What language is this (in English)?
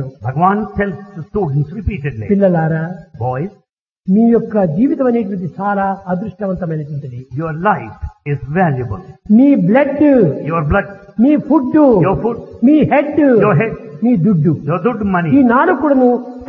Telugu